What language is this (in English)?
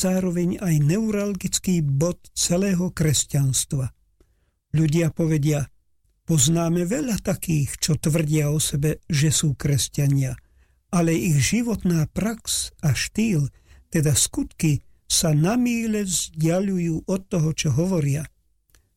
Slovak